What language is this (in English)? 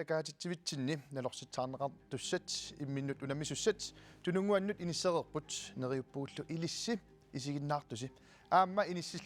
Kalaallisut